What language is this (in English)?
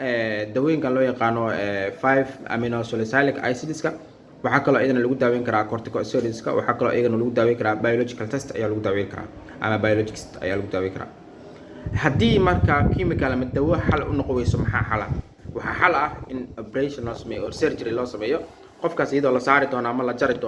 Somali